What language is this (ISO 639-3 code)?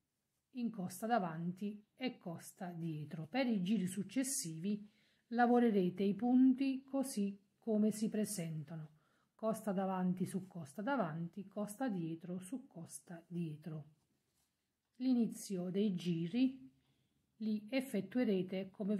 ita